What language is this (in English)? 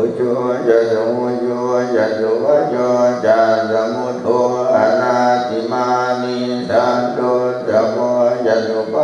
Pali